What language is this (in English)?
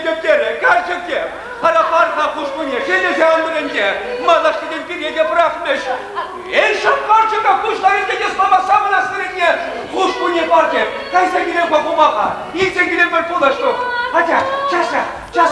Chuvash